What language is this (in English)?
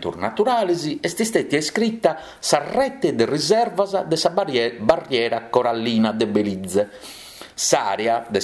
Sardinian